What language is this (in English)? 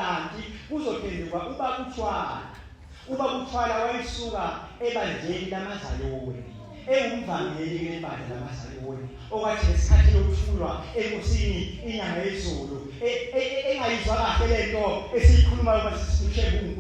Zulu